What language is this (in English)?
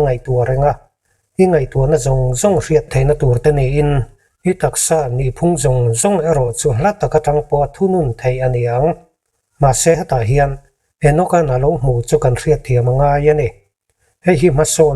Mizo